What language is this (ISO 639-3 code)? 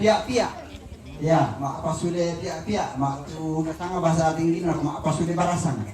sda